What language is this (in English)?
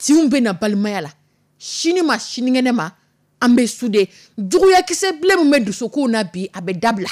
Dyula